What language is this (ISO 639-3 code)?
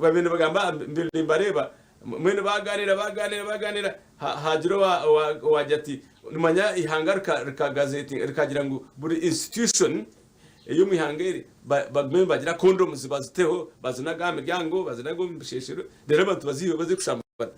nyn